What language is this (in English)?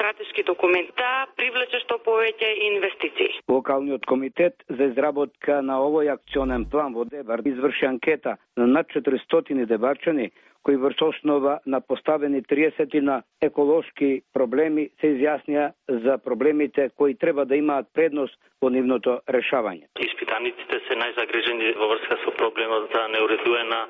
Macedonian